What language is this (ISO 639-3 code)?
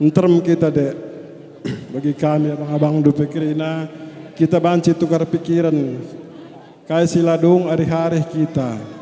btx